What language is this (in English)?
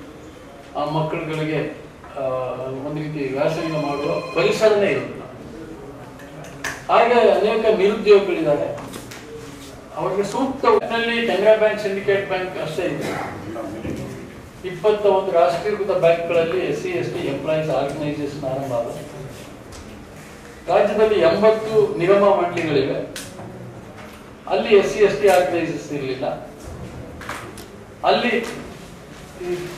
Kannada